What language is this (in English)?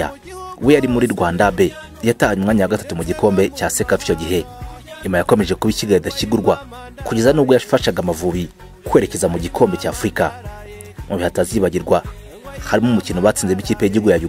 Kinyarwanda